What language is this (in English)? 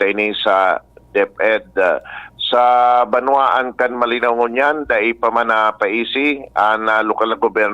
Bikol